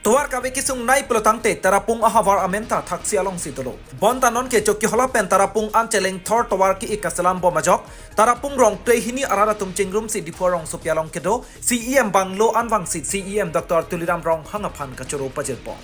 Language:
Karbi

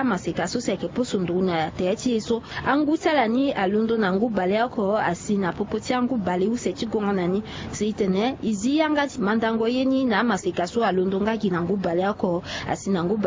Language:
Sango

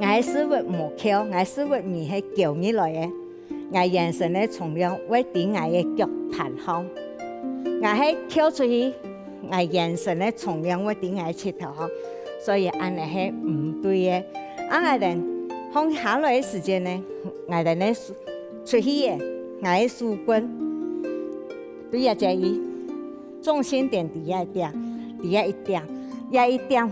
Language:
Hakka Chinese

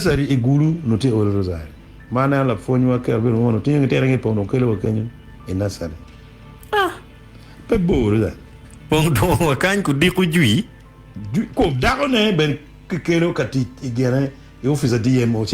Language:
Acoli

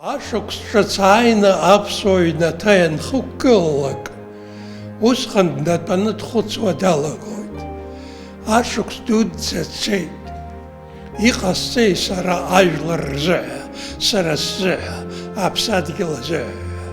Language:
Abkhazian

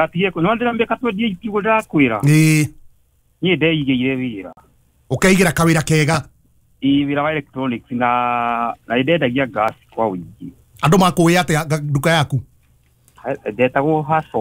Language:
Kikuyu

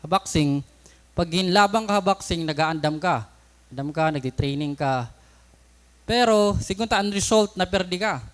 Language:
Waray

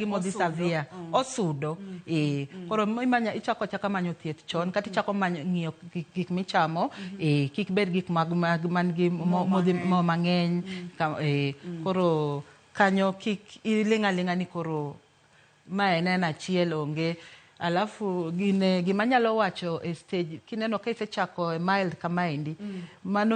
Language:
Luo (Kenya and Tanzania)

